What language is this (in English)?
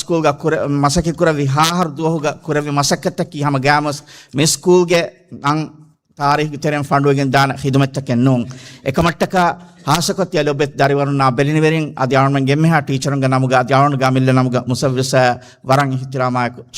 Divehi